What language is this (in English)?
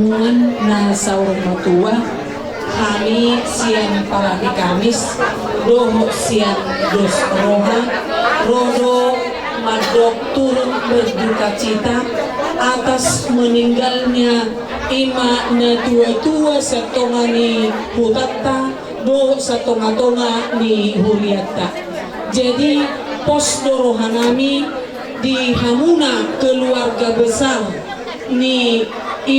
Batak Toba